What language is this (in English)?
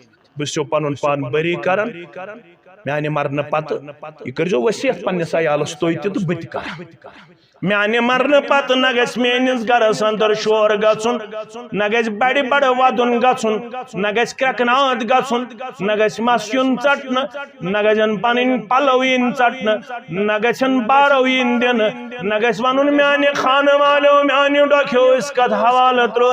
Kashmiri